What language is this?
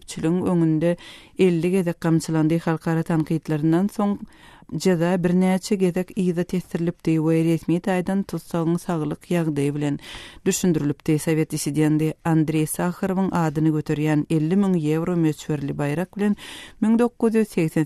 Turkmen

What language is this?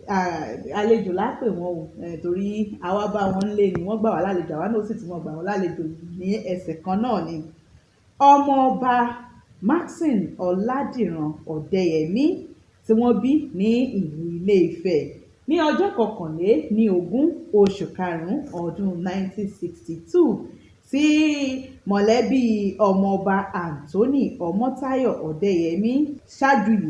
Yoruba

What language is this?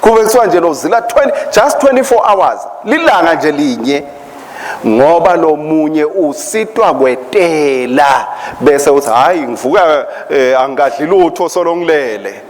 Swati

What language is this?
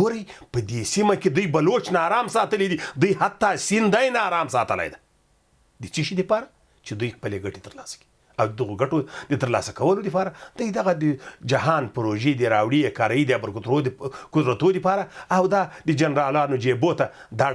Pashto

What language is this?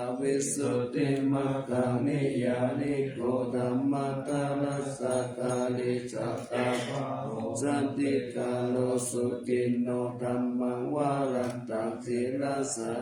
Pali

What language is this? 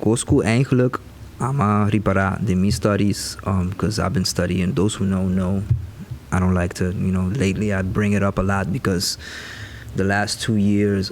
Papiamento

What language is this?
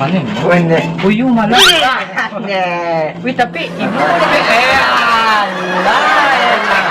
Minangkabau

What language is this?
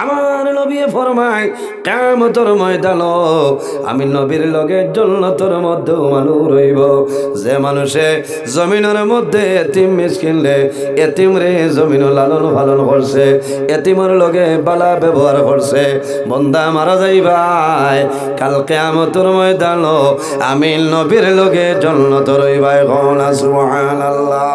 Sylheti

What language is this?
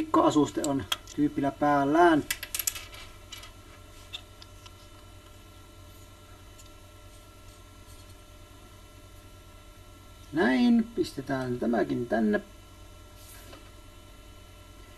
Finnish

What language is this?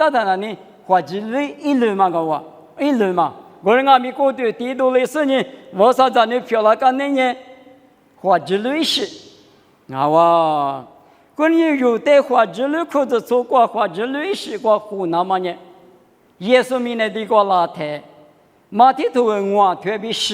Lisu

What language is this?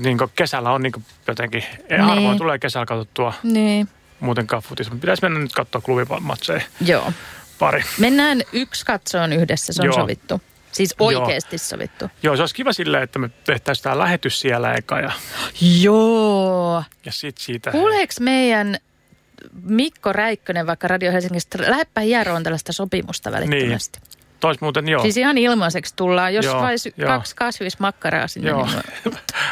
Finnish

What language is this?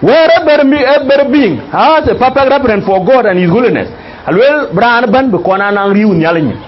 Dinka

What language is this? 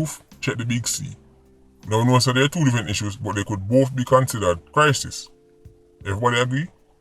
Jamaican Creole English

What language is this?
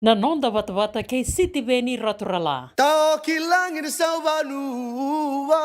Fijian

